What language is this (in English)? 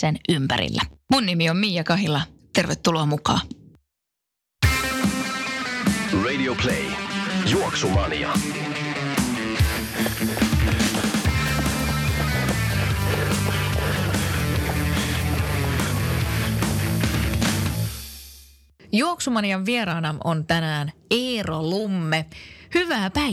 Finnish